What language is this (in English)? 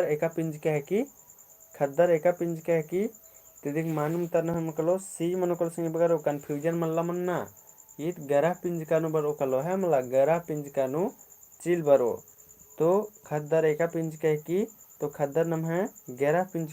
Kurukh